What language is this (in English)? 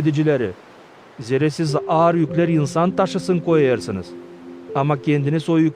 Gagauz